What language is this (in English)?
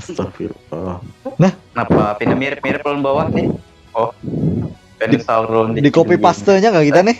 Banjar